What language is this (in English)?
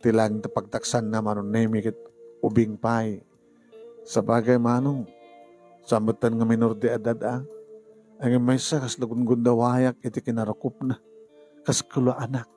Iloko